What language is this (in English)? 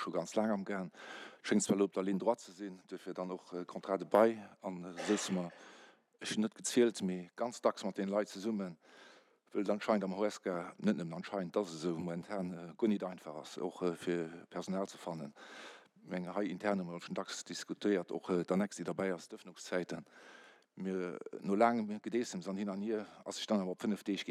Luxembourgish